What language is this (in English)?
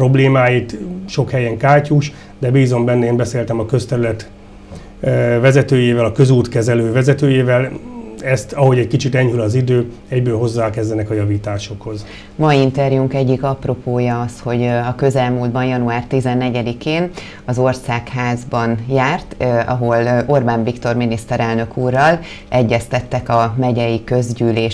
Hungarian